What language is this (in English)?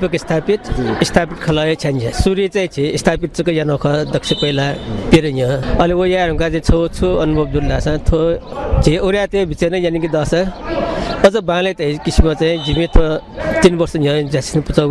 Newari